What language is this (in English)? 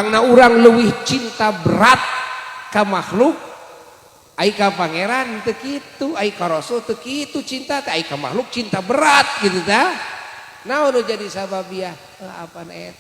Sundanese